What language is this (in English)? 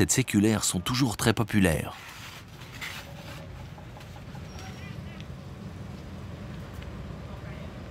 French